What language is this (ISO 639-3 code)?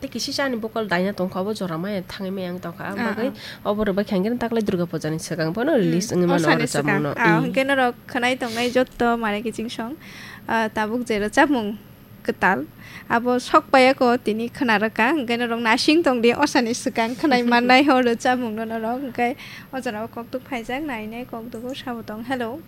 trp